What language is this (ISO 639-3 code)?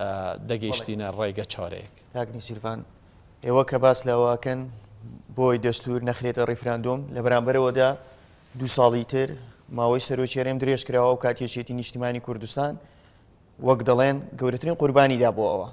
ckb